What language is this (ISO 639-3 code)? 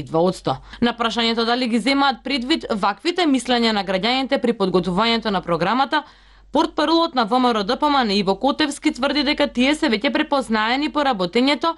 mkd